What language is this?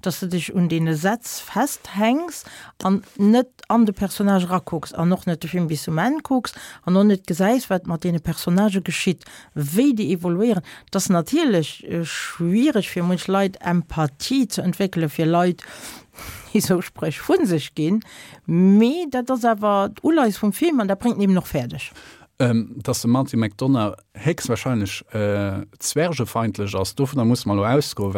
Luxembourgish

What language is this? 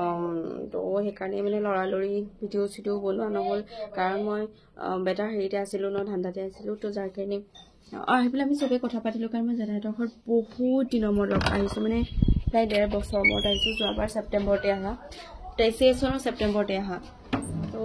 Assamese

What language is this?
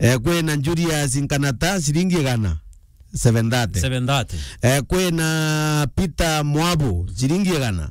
Meru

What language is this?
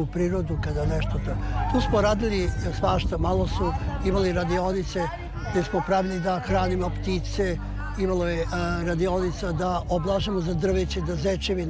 Serbian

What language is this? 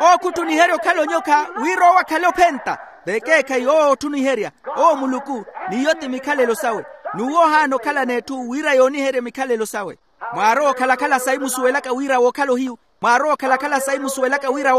Makhuwa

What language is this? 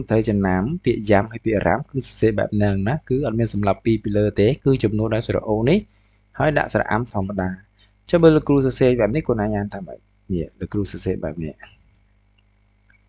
Khmer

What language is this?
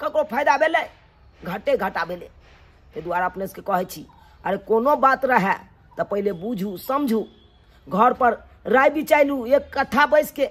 Maithili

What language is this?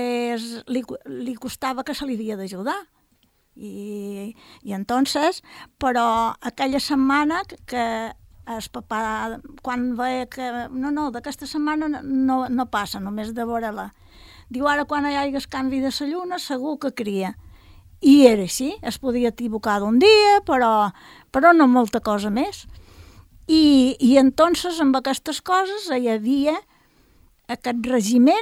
Catalan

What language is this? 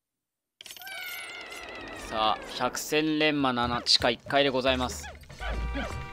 Japanese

